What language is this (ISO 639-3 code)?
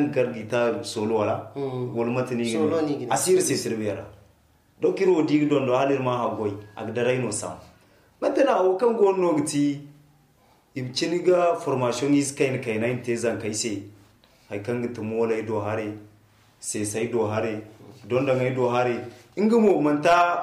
dje